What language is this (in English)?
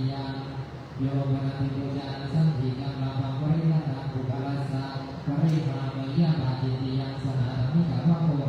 Pali